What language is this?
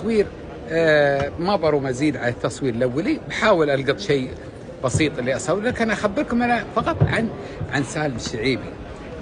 Gulf Arabic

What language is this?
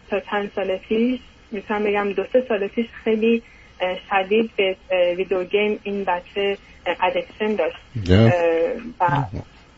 Persian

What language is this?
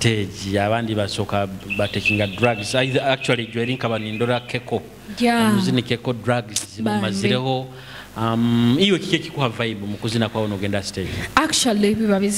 Nyoro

